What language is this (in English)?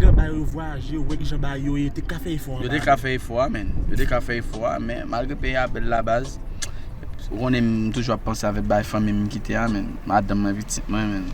Haitian Creole